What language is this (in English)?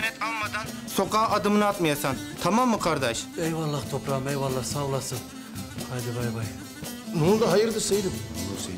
Turkish